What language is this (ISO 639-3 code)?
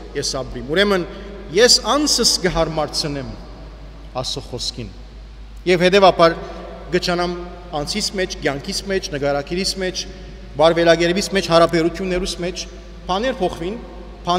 hye